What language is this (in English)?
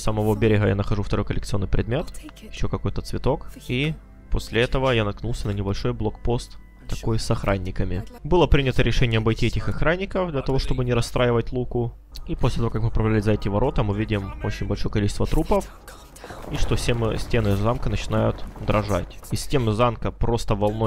Russian